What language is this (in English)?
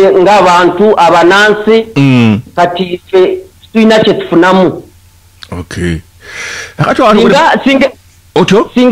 Ganda